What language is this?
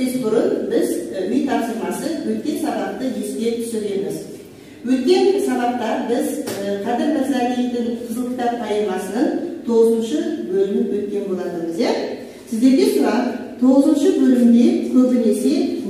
Kazakh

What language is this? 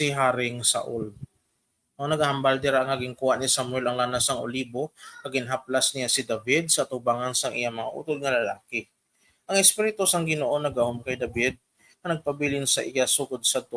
Hiligaynon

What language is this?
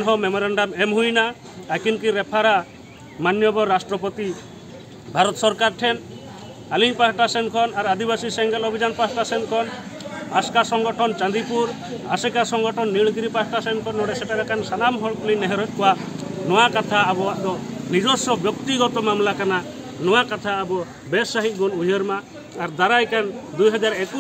Santali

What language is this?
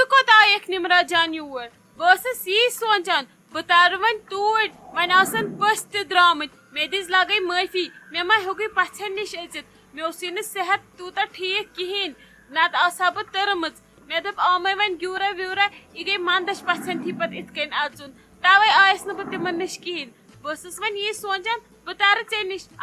Kashmiri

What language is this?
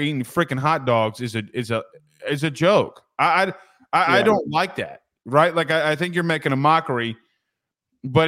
English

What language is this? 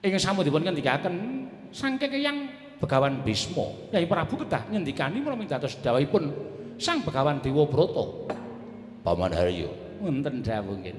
Javanese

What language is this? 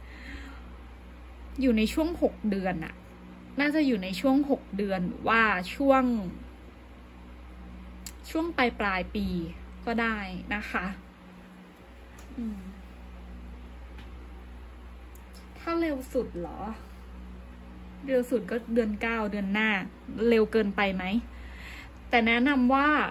Thai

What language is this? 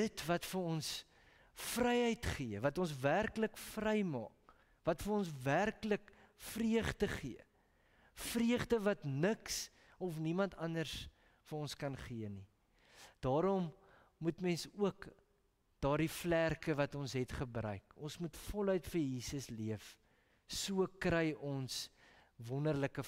Afrikaans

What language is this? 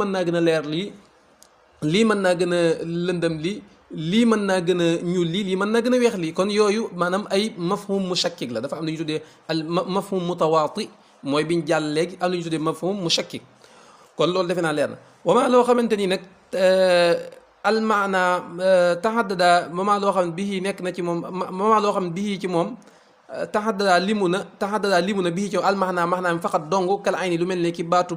Wolof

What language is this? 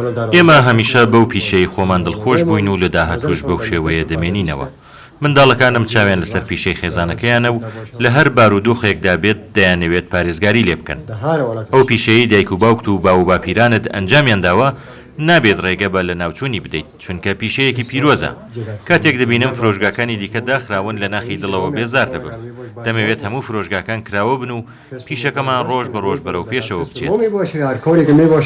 Central Kurdish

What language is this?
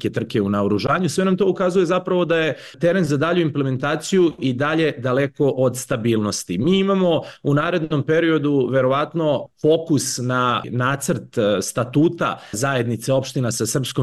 Serbian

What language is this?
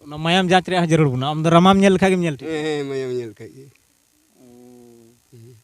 Santali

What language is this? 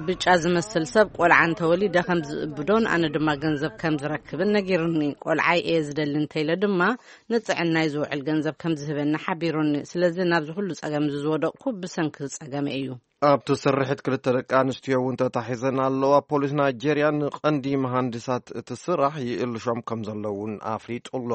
Tigrinya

